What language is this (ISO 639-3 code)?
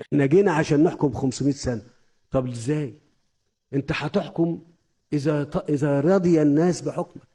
arz